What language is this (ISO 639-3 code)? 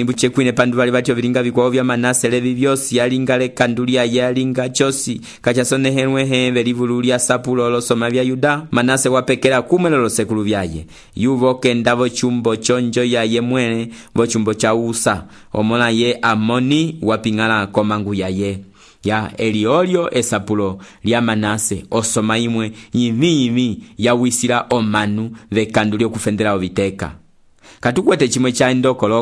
umb